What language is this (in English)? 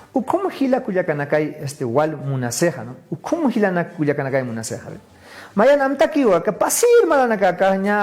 Aymara